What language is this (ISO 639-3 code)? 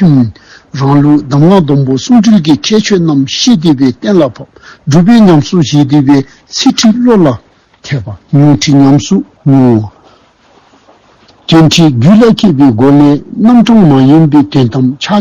dzo